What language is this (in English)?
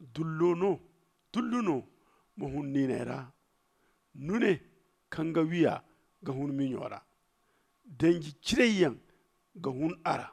Zarma